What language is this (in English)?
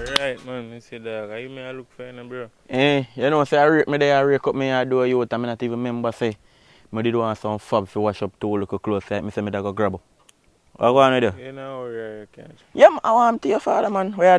Jamaican Creole English